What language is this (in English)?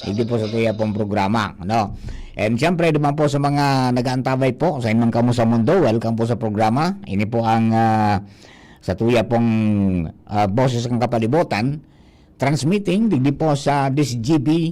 Bikol